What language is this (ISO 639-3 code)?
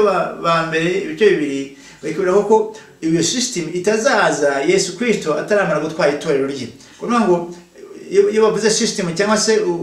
kin